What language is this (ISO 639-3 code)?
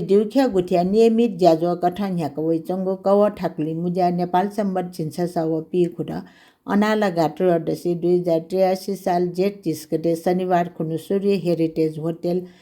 new